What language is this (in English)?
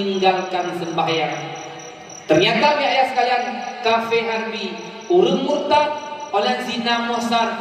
Achinese